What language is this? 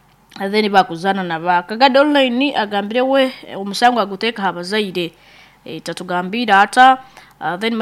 Nyoro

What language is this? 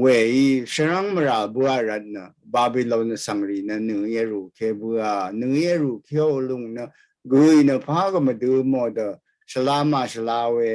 Rawang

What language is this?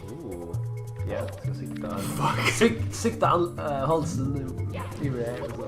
Faroese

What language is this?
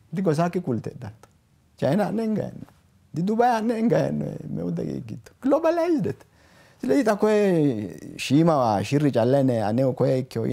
Sidamo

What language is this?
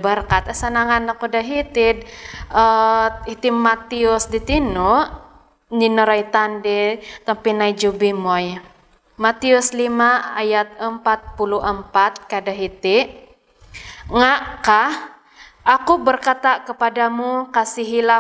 Central Dusun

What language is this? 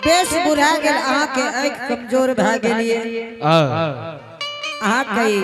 Angika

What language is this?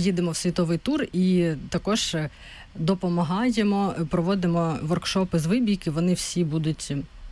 Ukrainian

